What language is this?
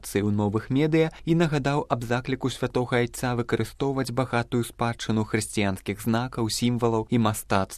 Belarusian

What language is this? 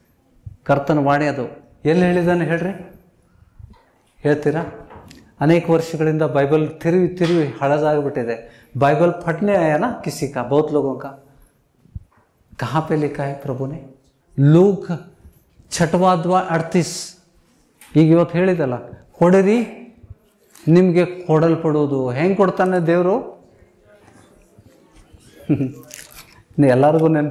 Kannada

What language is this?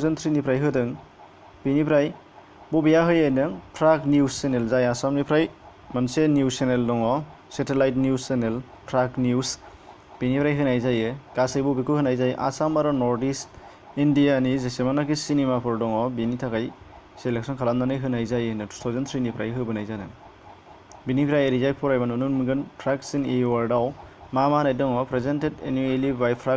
Bodo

